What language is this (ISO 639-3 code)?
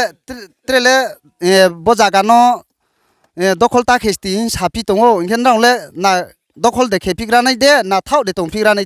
ria